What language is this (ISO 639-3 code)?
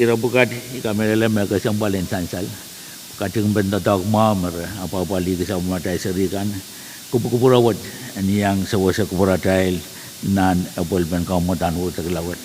pon